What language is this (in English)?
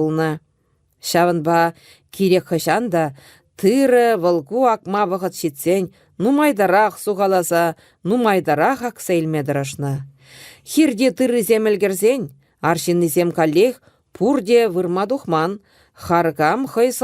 Chuvash